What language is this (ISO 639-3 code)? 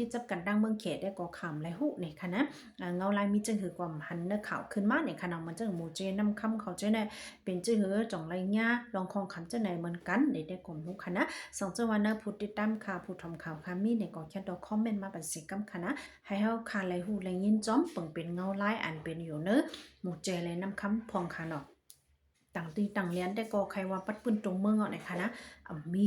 shn